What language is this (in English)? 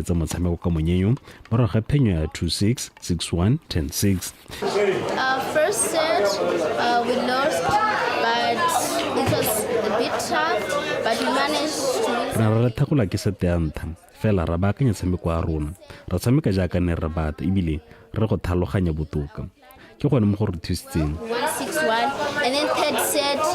Tswana